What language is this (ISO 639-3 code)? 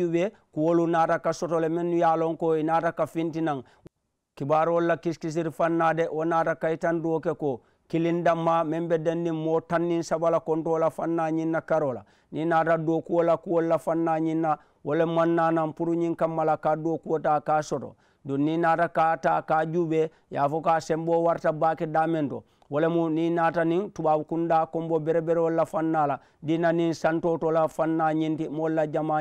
man